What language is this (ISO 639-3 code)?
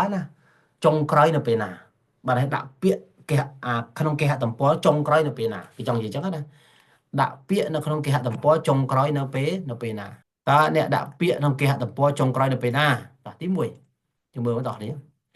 khm